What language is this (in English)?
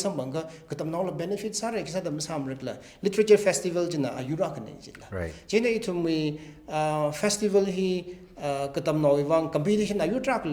Tangkhul Naga (India)